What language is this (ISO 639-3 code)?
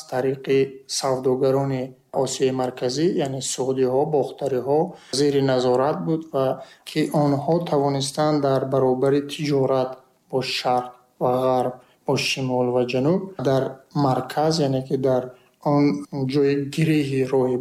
tgk